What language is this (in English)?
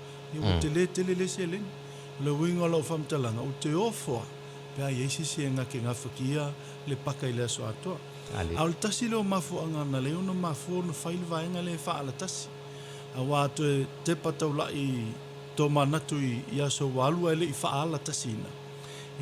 Samoan